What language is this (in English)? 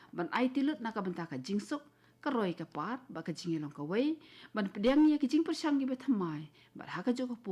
Khasi